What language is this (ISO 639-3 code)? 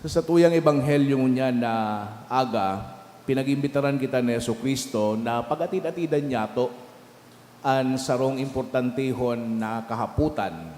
bik